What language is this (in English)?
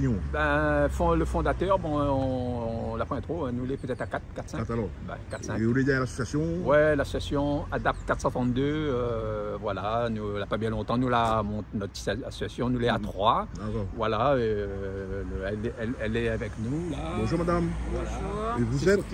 Réunion Creole French